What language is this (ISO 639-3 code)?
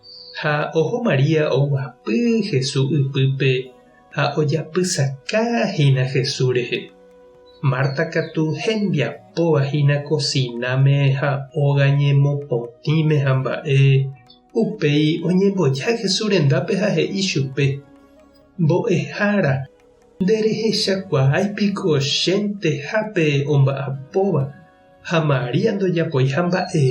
grn